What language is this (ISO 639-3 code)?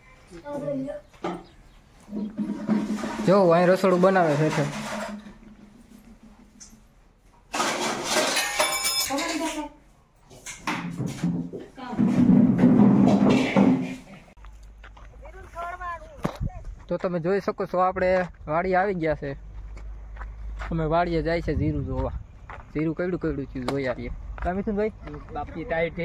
guj